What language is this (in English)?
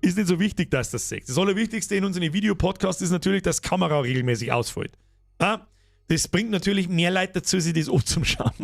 Bavarian